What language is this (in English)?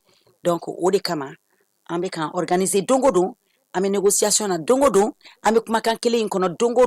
Bambara